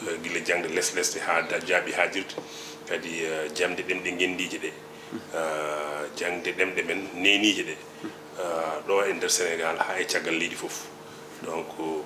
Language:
Fula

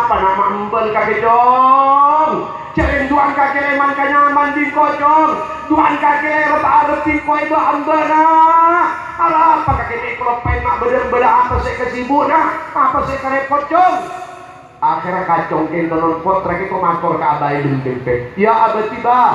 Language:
Madurese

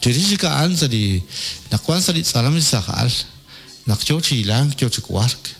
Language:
Kekchí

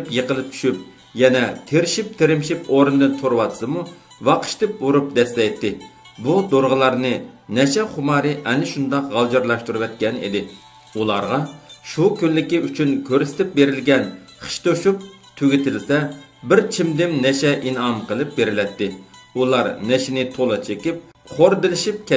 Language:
Uyghur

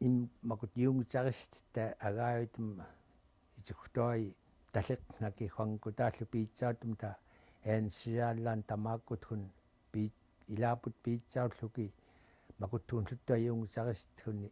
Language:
Central Yupik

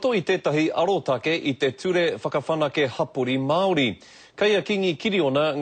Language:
Māori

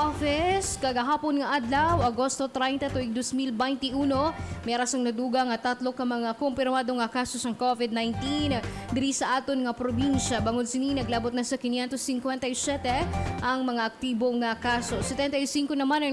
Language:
Hiligaynon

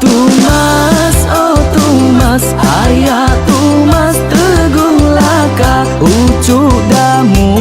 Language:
Iban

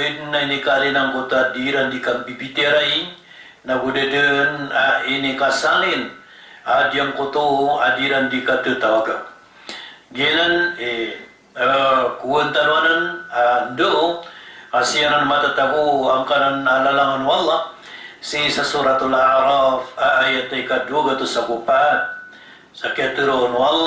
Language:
Maranao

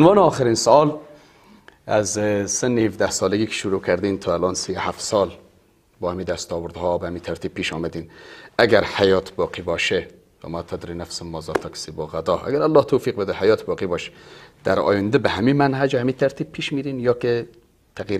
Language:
Persian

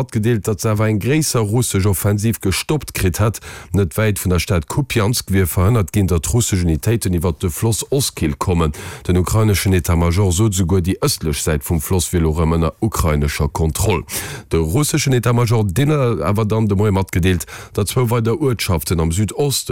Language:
Luxembourgish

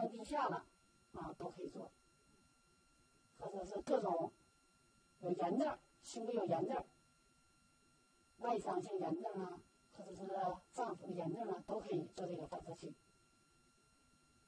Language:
Chinese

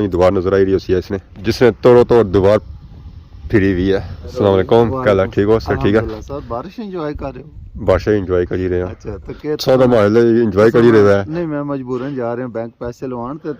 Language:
Pahari-Potwari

